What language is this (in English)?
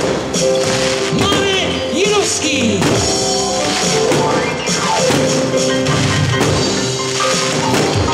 Czech